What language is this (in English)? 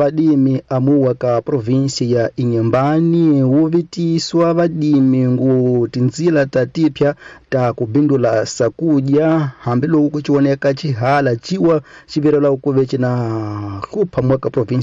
Tsonga